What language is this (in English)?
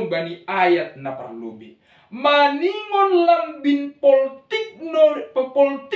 Batak Simalungun